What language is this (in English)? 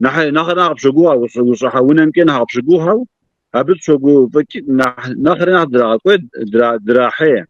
Kabardian